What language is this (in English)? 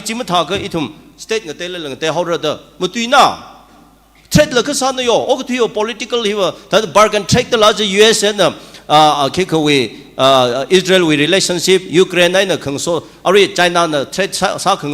Tangkhul Naga (India)